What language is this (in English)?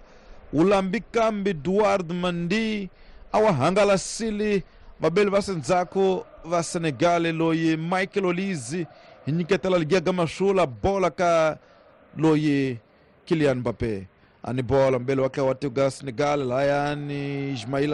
Tsonga